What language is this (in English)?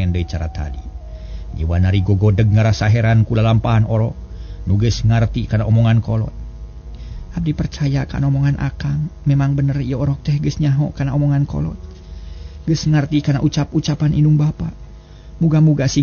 Sundanese